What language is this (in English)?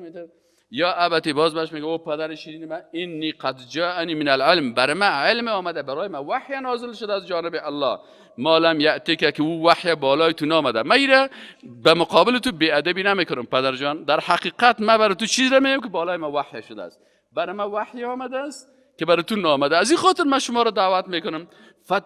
Persian